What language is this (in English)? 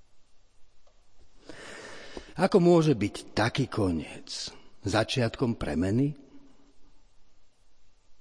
Slovak